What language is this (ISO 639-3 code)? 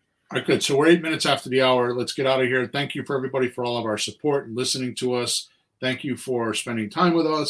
eng